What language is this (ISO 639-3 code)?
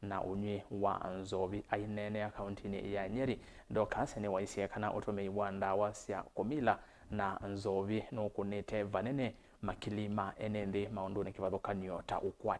kam